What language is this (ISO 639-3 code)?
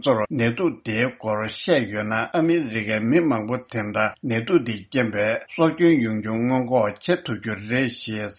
bod